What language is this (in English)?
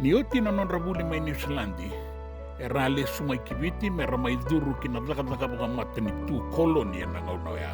Fijian